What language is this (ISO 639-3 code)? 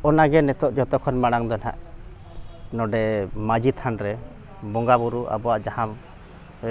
sat